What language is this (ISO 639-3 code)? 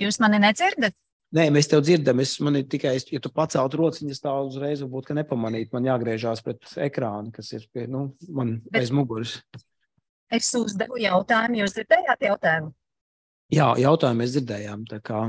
lav